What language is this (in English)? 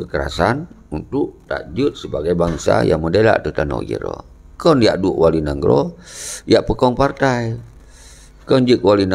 Achinese